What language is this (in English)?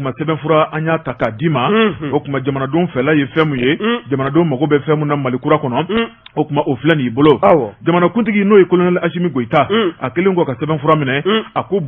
Bambara